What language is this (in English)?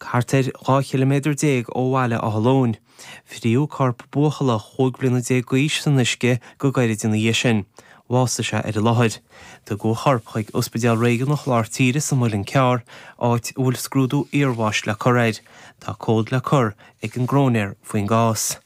Irish